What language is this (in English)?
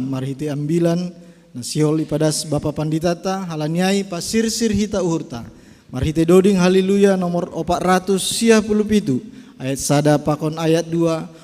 Batak Simalungun